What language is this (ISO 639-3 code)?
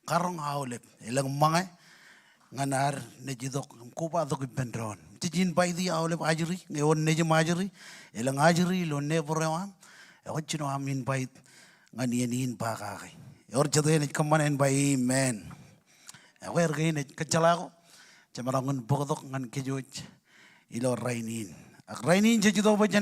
mah